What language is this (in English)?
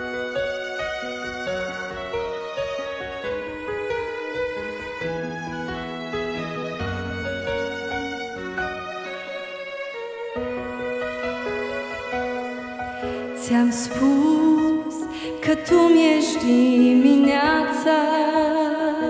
Romanian